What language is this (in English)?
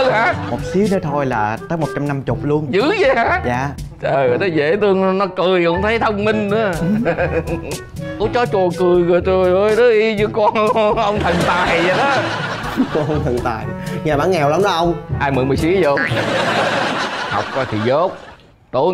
Vietnamese